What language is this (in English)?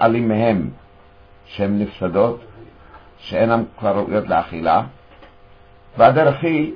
Hebrew